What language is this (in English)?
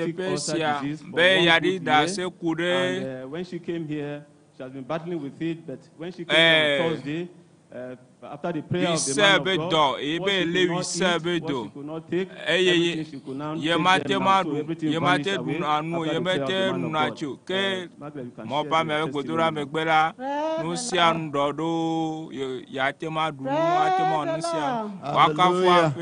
Ewe